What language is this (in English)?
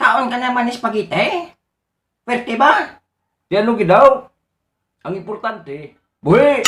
Hiligaynon